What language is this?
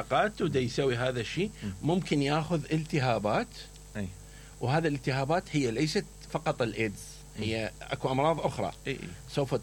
Mesopotamian Arabic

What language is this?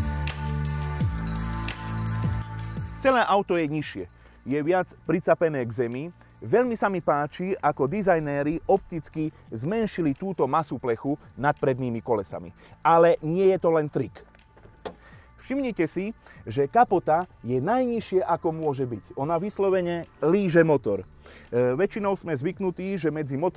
Slovak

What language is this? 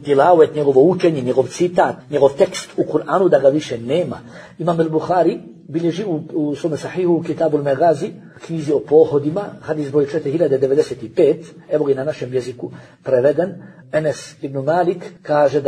Bosnian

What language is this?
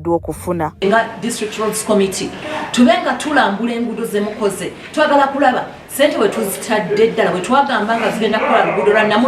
Ganda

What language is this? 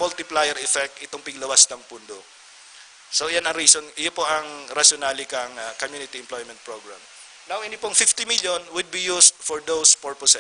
Bikol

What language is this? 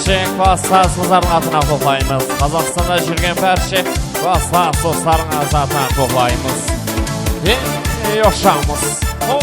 Kara-Kalpak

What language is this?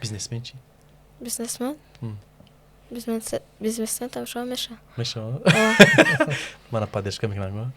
Tajik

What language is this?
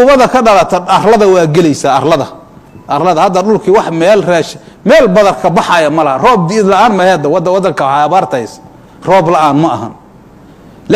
Somali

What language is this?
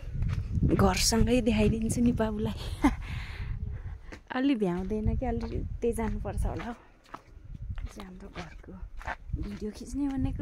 Nepali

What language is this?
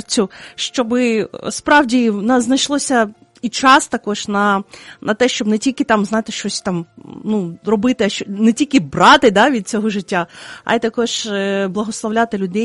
Ukrainian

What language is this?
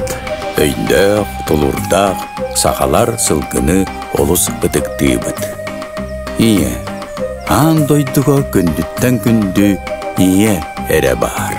Yakut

